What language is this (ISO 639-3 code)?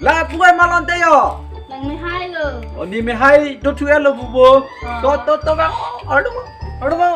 mjw